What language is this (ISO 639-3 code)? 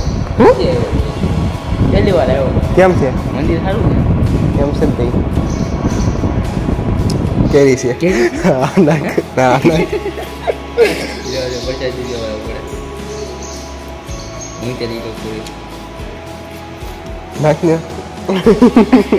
guj